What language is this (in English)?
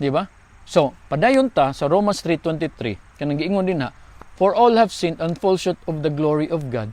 Cebuano